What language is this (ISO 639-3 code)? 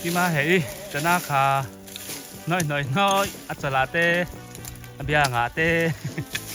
biu